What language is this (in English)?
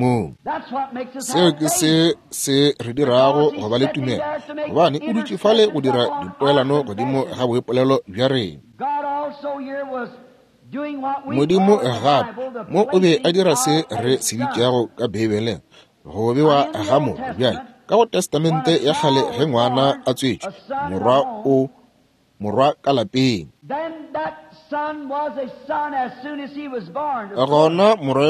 Northern Sotho